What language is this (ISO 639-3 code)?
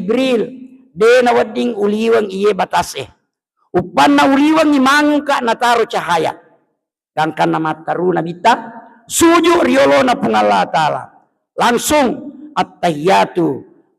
bug